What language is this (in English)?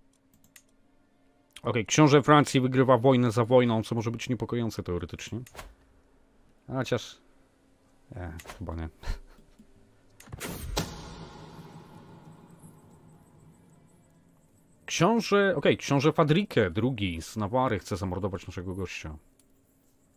Polish